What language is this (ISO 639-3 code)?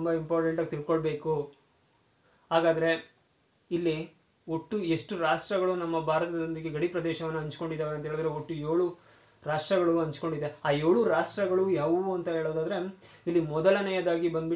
kan